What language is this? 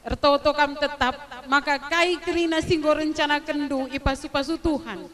Batak Karo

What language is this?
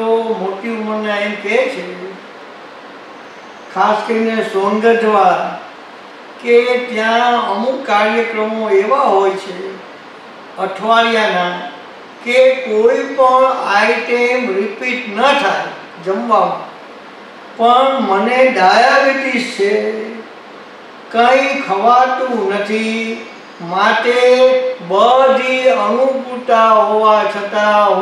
Gujarati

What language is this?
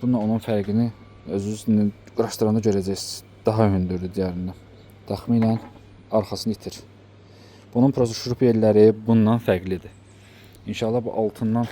Azerbaijani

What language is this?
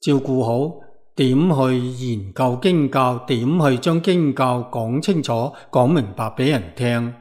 Cantonese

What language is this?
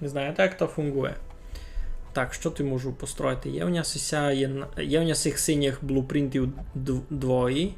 Rusyn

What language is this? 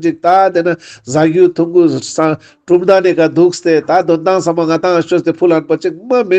Ladakhi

